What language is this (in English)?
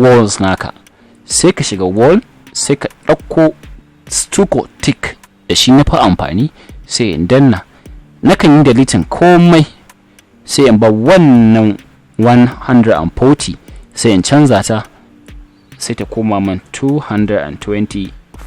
Hausa